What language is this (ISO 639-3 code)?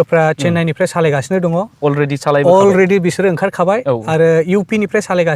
brx